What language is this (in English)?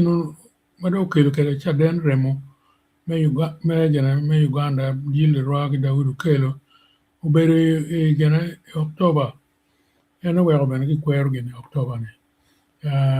Acoli